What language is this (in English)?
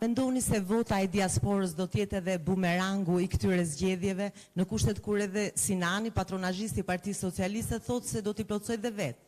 Albanian